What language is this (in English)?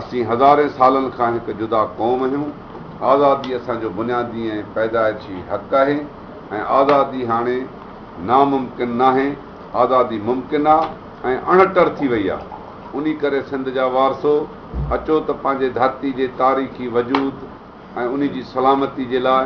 Sindhi